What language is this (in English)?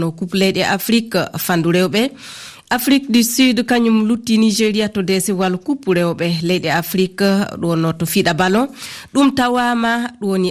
Fula